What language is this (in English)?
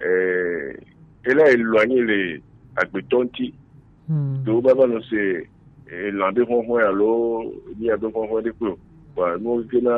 Gen